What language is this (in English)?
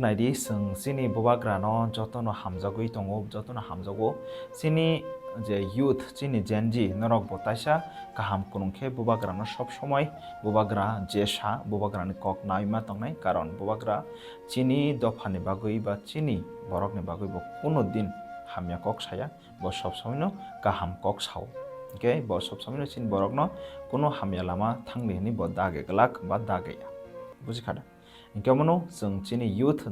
Kok Borok